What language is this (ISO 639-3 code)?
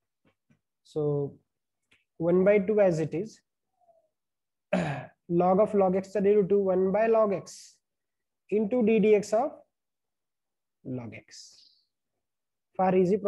mar